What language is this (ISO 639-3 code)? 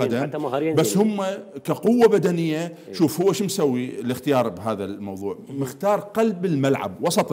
acm